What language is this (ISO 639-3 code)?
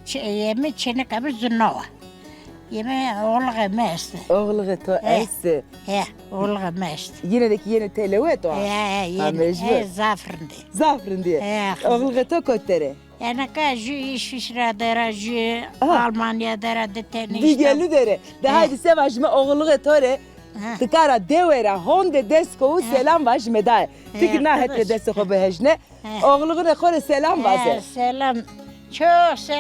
zza